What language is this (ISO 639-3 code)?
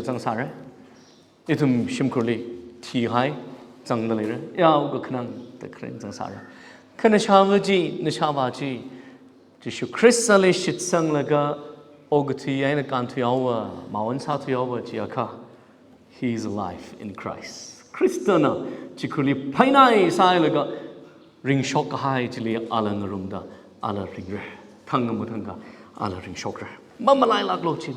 nmf